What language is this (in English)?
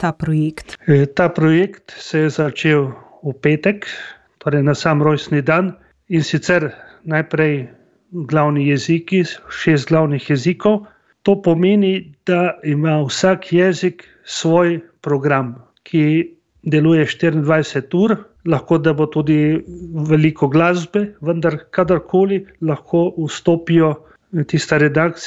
Slovenian